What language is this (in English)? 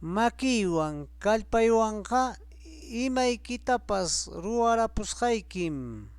Ayacucho Quechua